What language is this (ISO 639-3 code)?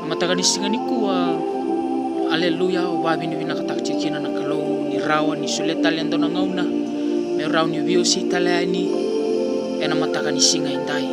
fij